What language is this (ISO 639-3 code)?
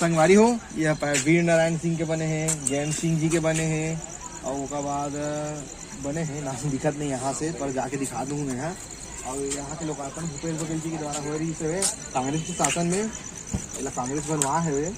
hne